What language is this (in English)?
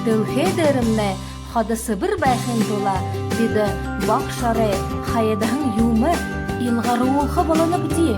Buriat